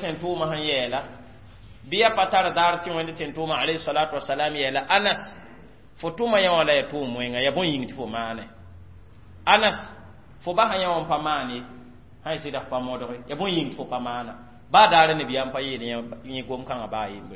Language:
Mossi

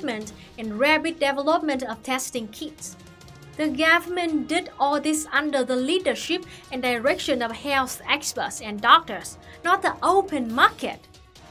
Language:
English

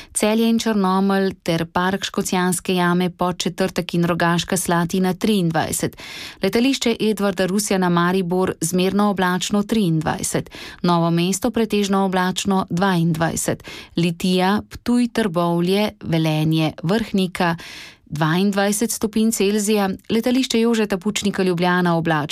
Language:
Slovenian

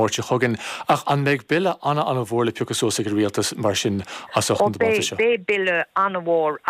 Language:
Irish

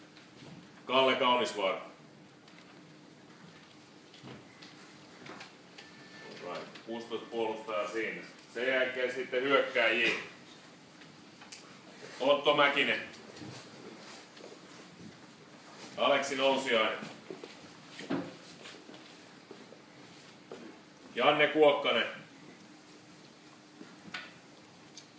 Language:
Finnish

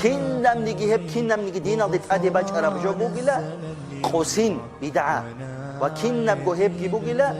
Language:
Avaric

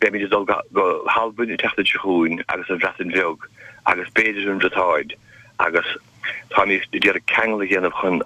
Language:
Irish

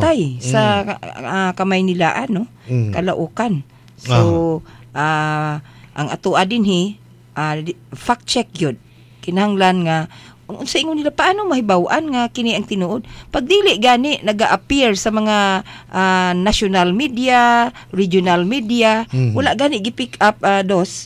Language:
Cebuano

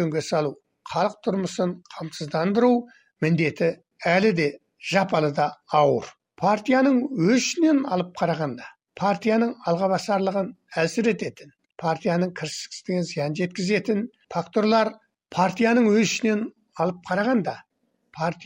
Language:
Kazakh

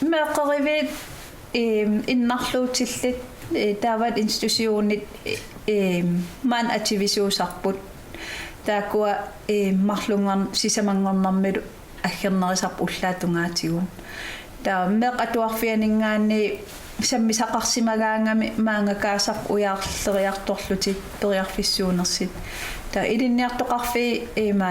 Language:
Kalaallisut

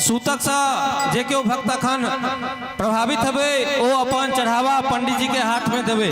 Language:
Maithili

